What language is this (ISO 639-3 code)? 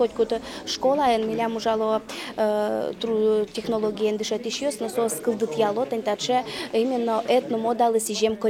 udm